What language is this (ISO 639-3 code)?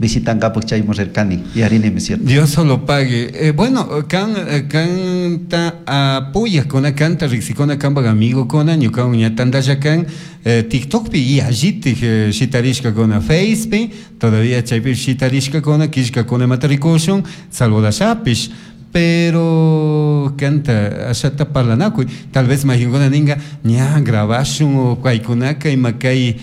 qug